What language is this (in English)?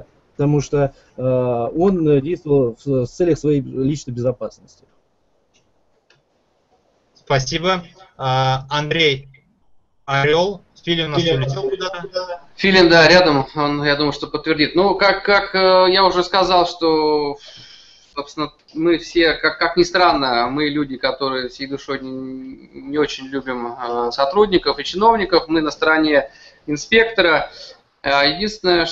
Russian